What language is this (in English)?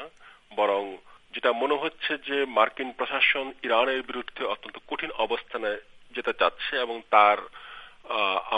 Bangla